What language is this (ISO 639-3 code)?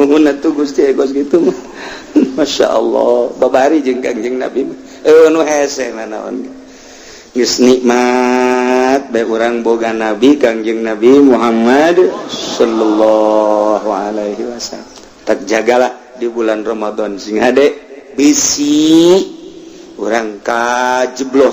sun